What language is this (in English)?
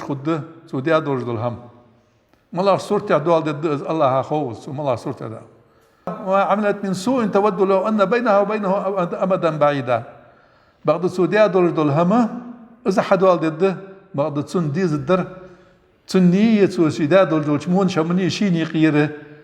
Ingush